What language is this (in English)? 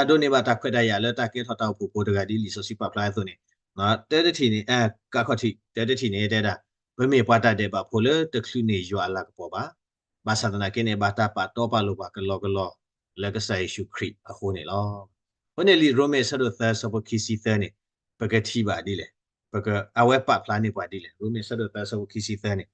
S'gaw Karen